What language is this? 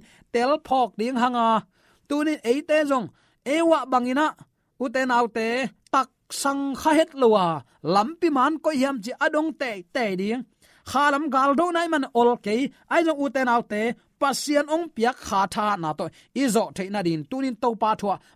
Tedim Chin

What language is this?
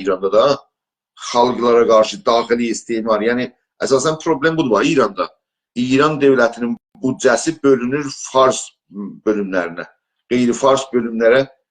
South Azerbaijani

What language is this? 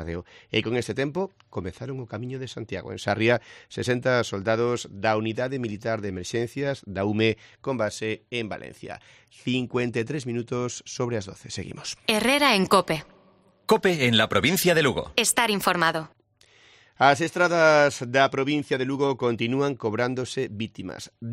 Galician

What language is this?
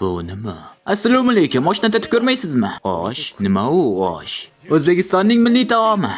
Uzbek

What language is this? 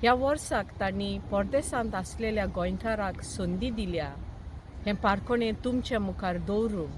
Konkani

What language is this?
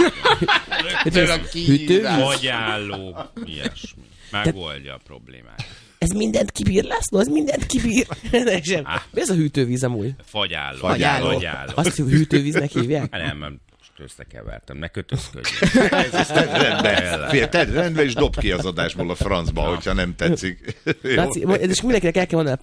Hungarian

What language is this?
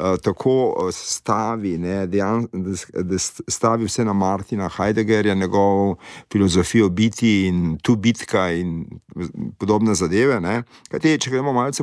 Slovenian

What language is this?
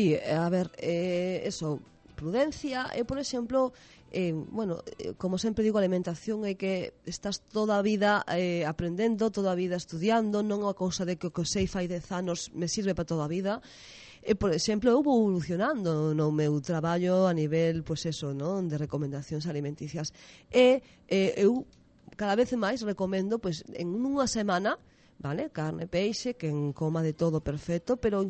Galician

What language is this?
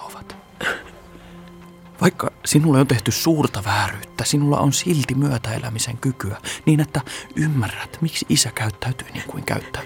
Finnish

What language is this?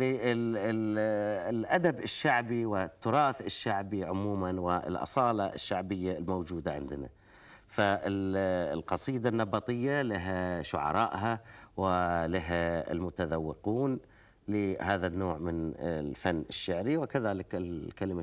Gulf Arabic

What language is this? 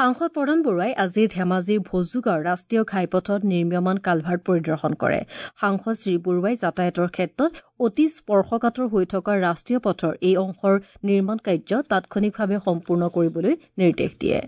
Assamese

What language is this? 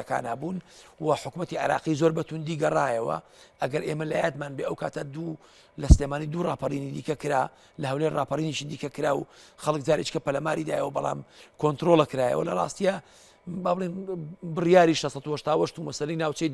Central Kurdish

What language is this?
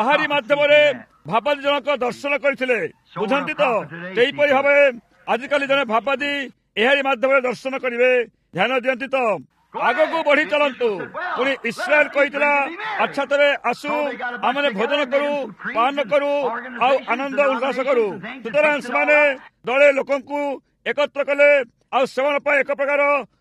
Odia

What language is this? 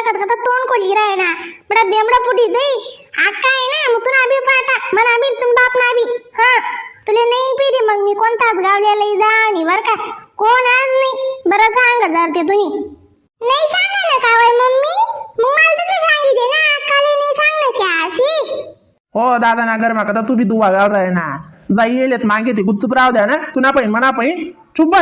Khandesi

